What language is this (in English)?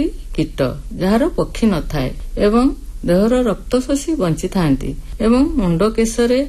Odia